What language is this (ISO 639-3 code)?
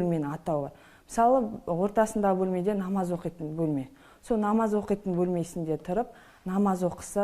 kaz